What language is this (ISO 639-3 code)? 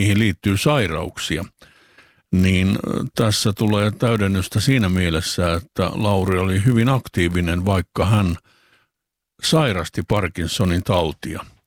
fin